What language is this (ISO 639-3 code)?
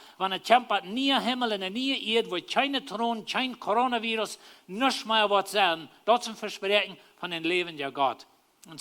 pdt